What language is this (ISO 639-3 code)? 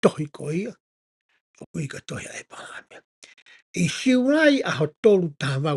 ton